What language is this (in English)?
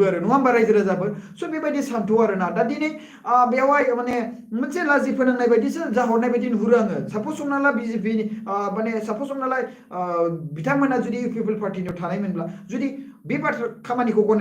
Bodo